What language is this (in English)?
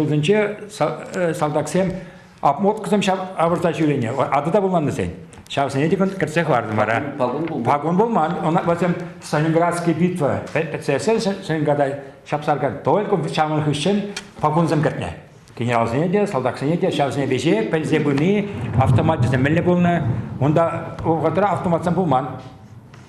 Chuvash